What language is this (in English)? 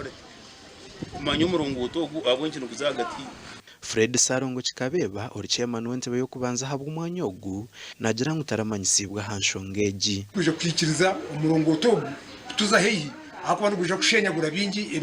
Nyankole